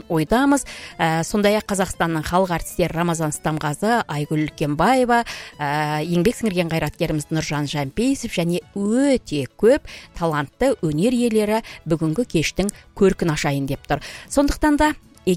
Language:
Kazakh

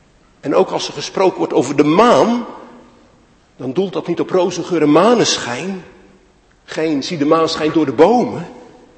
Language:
Dutch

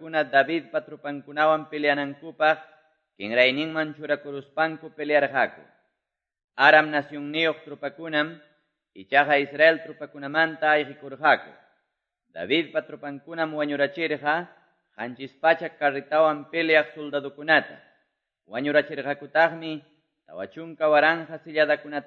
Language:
Quechua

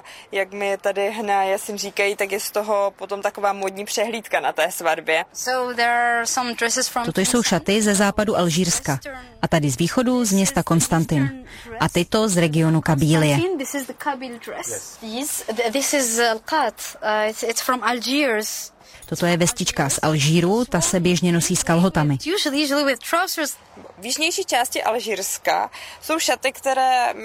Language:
Czech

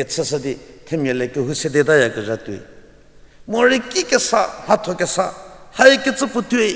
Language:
Angami Naga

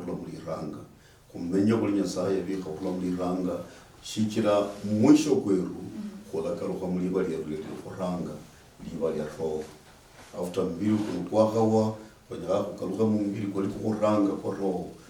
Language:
Luyia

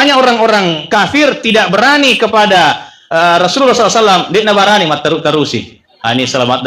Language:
Buginese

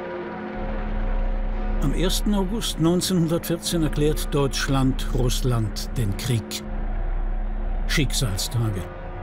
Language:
German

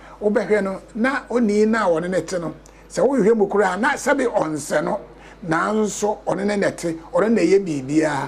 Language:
Akan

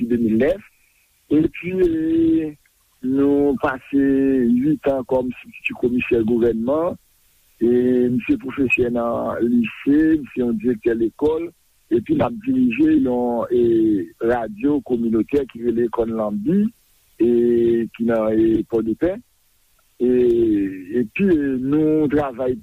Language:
Haitian Creole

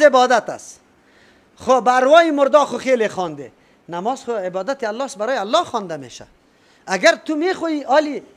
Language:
Persian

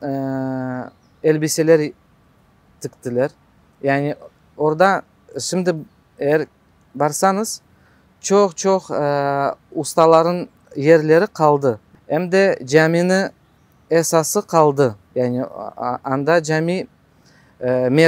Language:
Crimean Tatar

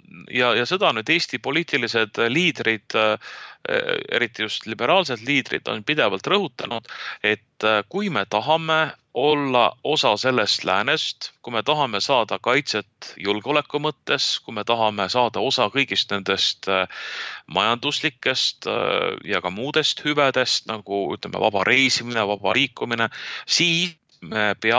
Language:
Estonian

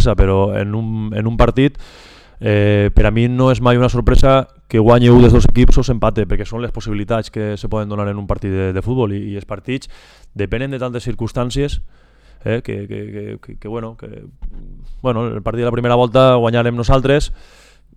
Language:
Catalan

